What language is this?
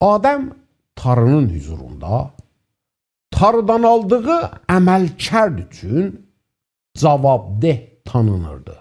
South Azerbaijani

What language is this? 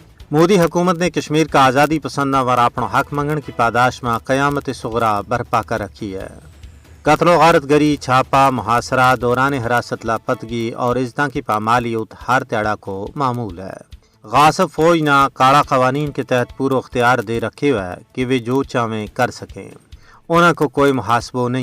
Gujari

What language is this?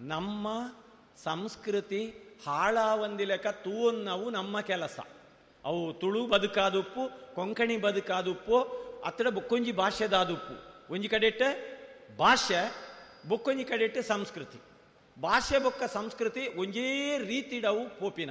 Tulu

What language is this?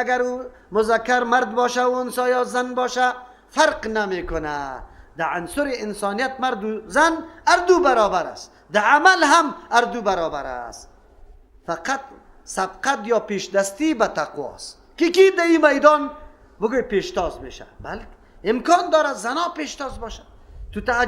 Persian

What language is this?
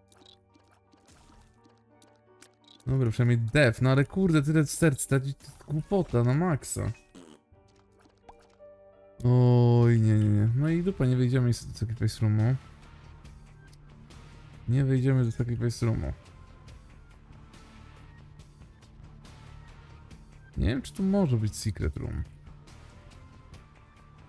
Polish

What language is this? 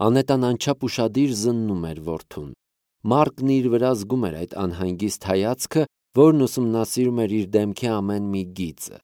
Armenian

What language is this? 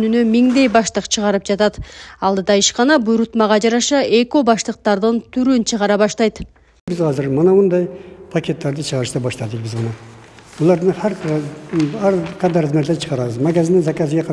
Kyrgyz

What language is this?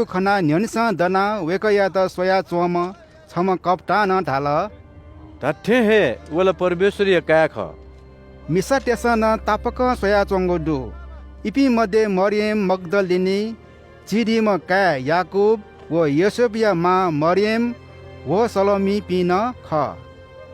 Newari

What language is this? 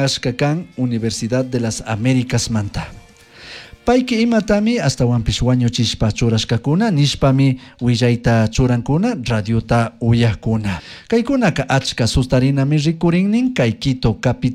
Chimborazo Highland Quichua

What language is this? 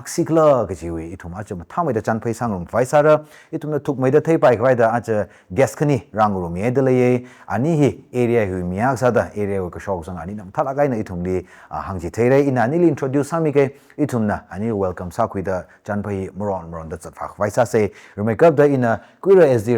Tangkhul Naga (India)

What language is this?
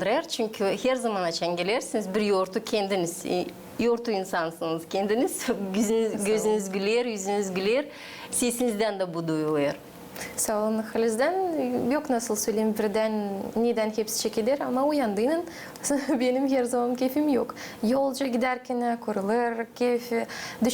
Gagauz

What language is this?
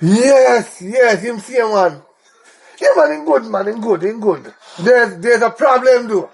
Jamaican Creole English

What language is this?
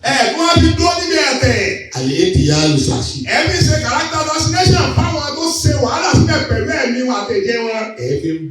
Yoruba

